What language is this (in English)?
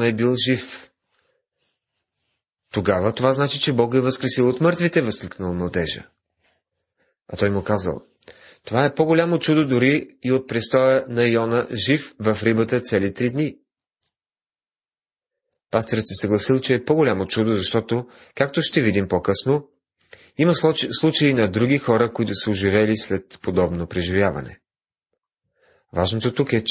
Bulgarian